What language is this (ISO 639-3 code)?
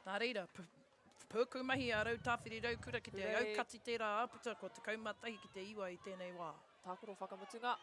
mri